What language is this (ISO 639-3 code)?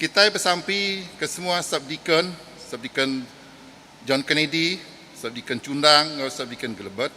iba